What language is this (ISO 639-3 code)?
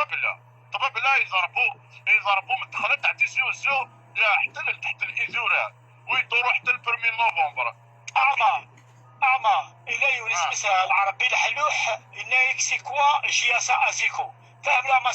arq